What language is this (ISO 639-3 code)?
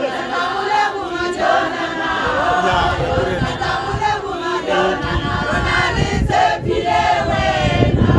tsn